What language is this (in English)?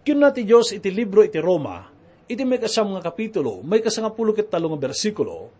Iloko